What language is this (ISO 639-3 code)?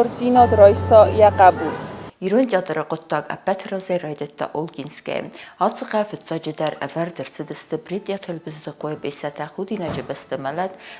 oss